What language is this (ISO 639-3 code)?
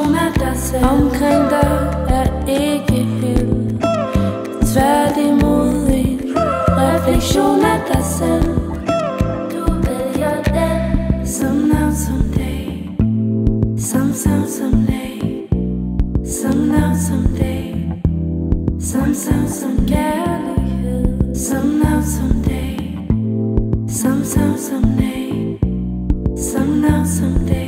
dan